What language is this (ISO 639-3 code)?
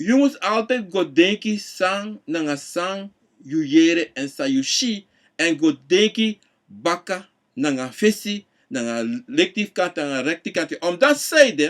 srn